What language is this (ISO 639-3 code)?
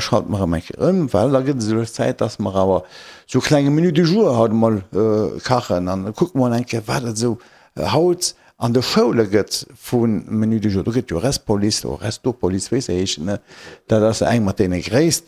ltz